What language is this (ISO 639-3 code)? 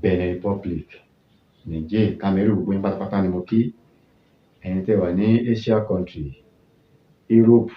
yor